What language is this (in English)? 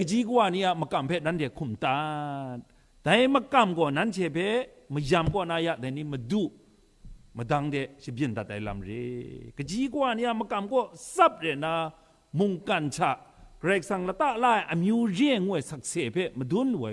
Kachin